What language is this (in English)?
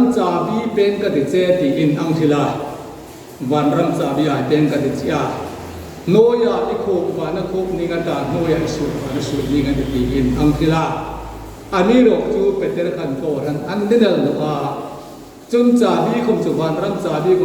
Hmar